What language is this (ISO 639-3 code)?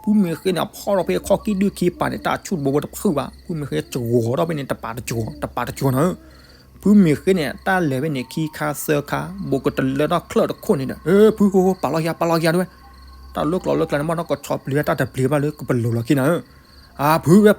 ksw